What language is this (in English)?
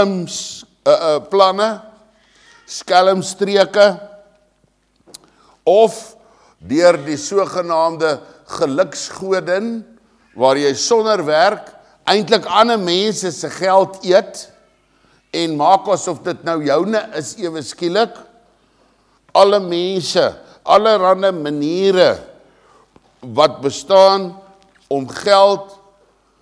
Afrikaans